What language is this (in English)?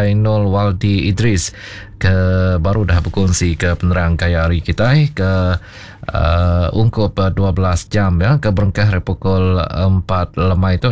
Iban